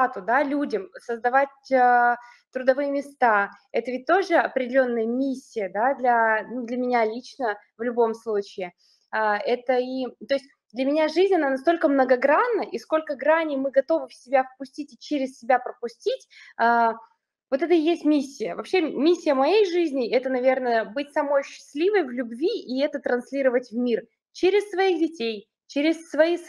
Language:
Russian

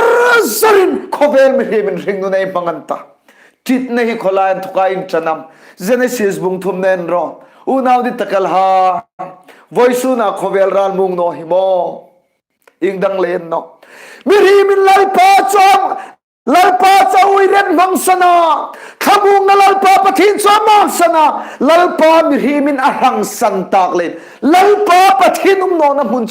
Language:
Hmar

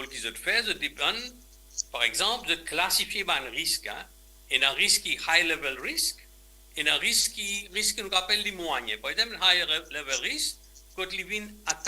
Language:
Morisyen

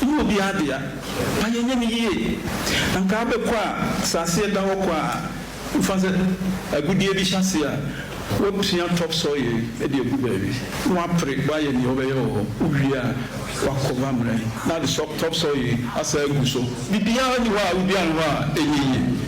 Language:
Akan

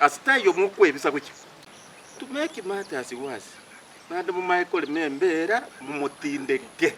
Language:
Gusii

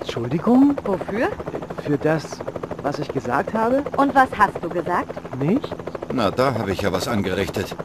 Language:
Bavarian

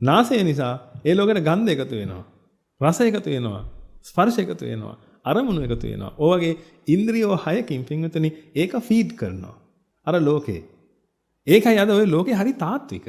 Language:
Sinhala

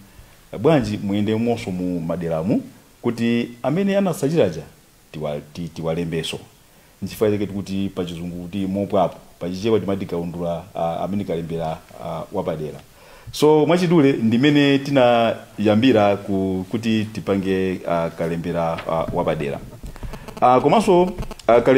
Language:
Nyanja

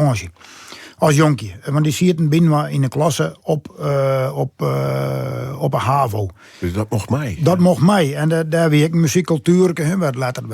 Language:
Western Frisian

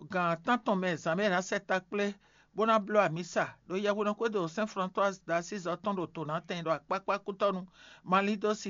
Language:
Fon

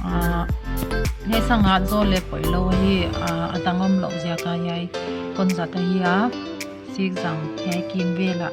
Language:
Paite Chin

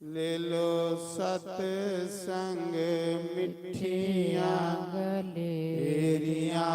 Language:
Dogri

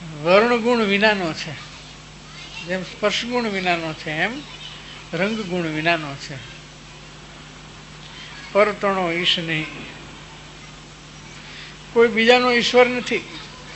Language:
Gujarati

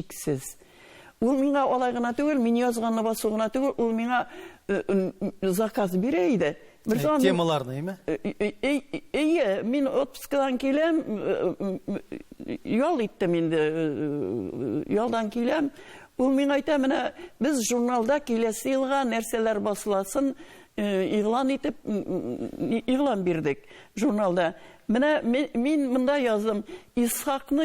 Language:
Tatar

